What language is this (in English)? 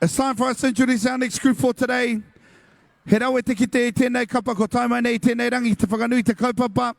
Māori